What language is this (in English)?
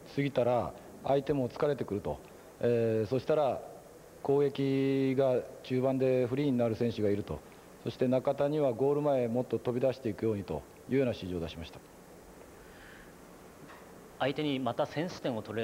Japanese